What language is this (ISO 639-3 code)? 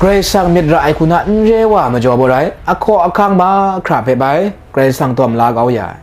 kac